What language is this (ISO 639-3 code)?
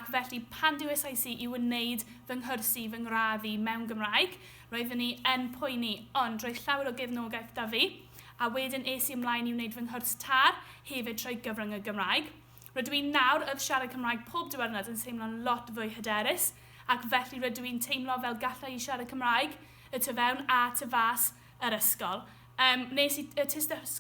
cym